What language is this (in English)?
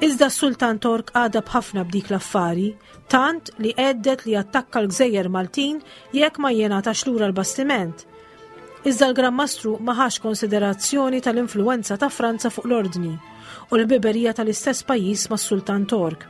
Maltese